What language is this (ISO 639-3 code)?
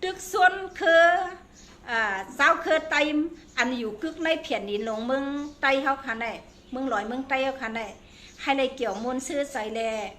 shn